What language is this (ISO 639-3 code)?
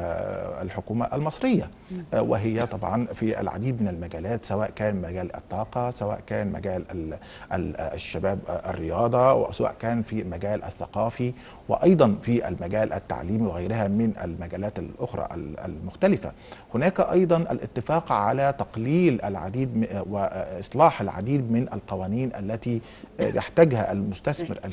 ara